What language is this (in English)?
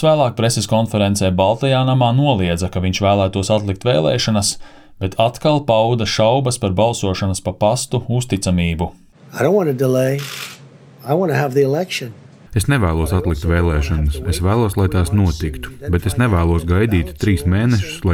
Latvian